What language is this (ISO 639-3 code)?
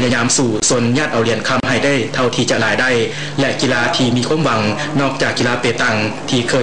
lao